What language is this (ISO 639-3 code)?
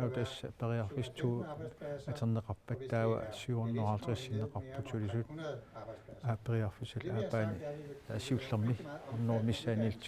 kal